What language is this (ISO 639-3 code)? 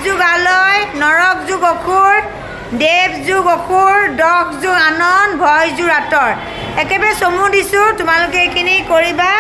asm